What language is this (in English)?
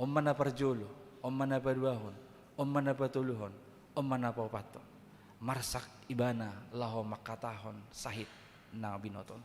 Batak Toba